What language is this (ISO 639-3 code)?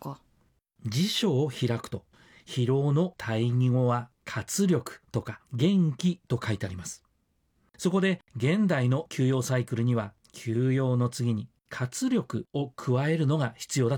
jpn